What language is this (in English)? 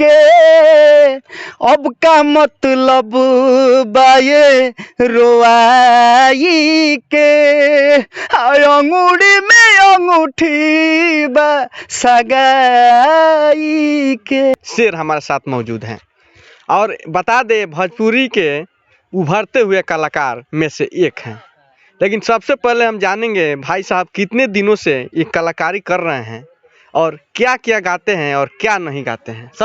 Bhojpuri